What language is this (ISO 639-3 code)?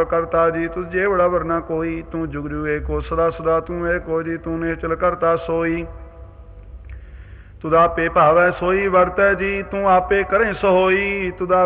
pan